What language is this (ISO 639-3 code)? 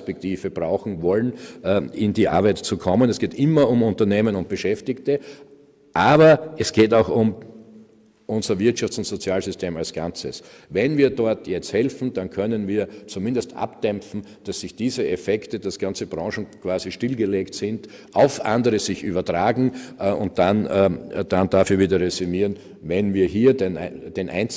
deu